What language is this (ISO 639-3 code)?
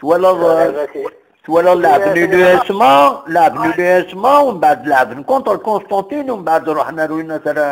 kab